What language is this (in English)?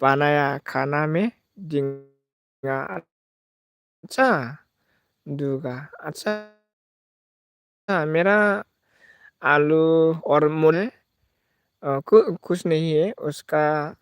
Bodo